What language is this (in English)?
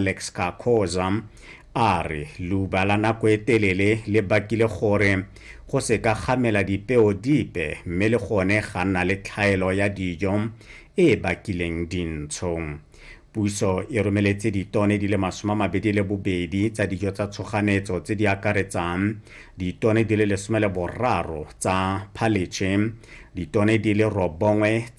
Tswana